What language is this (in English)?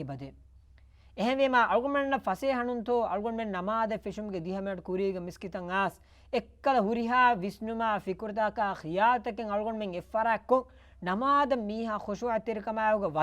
Divehi